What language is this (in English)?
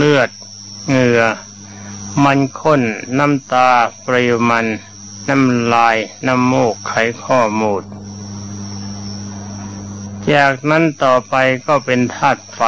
Thai